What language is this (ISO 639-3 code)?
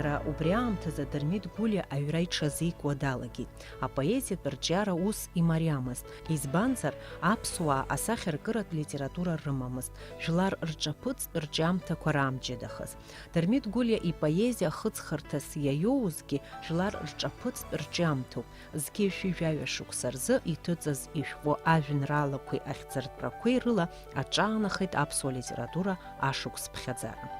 abk